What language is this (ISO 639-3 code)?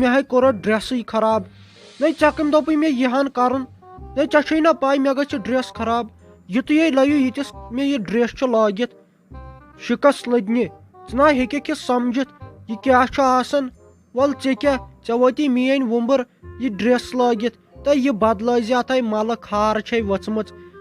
kas